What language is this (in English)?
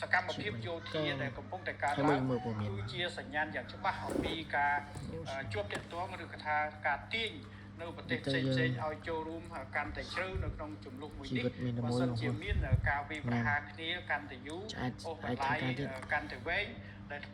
Khmer